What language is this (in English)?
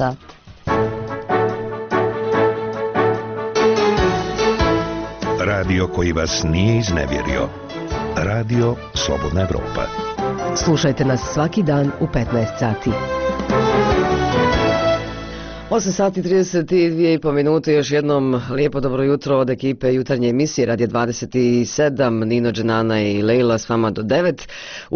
Bosnian